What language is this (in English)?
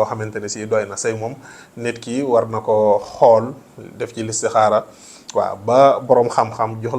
Wolof